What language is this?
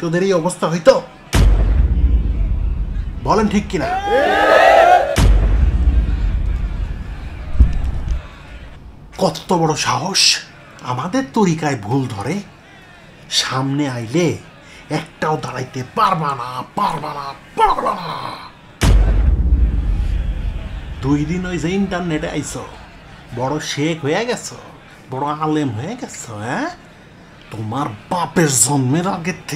Bangla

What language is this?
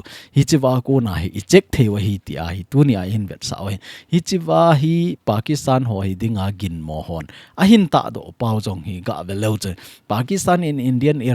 Thado Chin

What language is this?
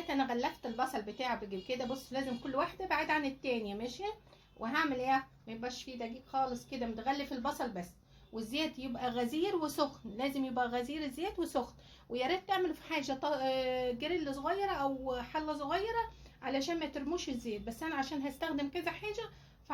Egyptian Arabic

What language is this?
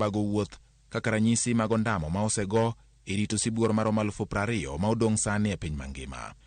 Luo (Kenya and Tanzania)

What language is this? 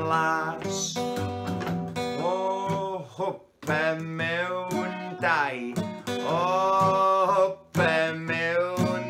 Welsh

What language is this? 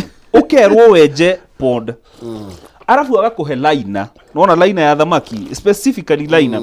Kikuyu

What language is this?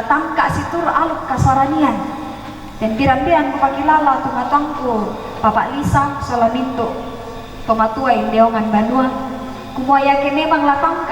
Toraja-Sa'dan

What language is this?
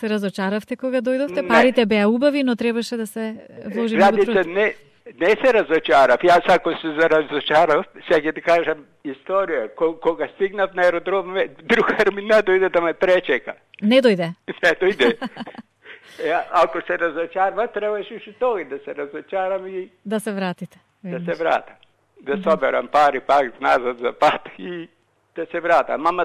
Macedonian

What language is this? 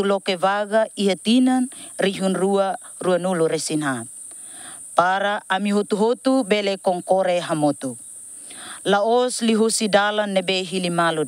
Tetum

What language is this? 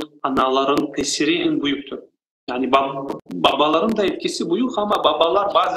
Crimean Tatar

